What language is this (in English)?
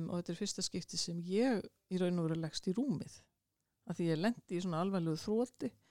Icelandic